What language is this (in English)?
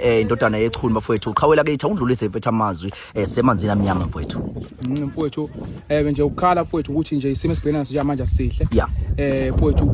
Zulu